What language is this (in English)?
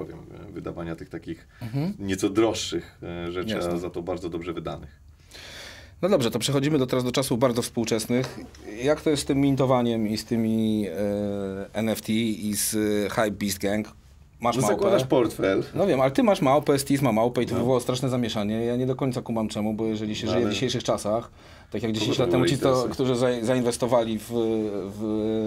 Polish